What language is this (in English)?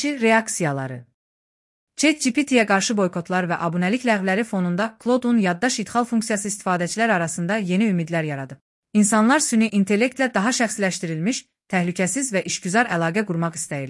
Azerbaijani